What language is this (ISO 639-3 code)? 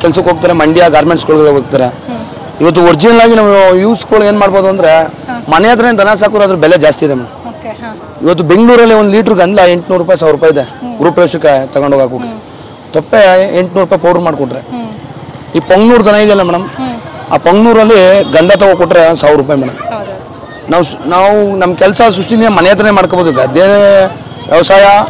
kan